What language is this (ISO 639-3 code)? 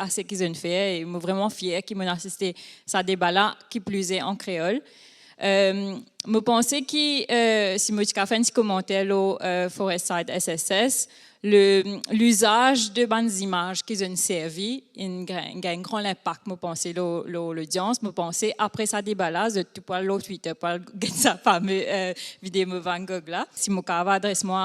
mfe